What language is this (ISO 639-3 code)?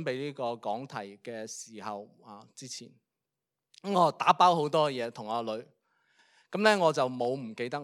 yue